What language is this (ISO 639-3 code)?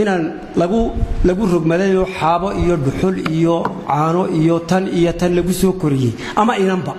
som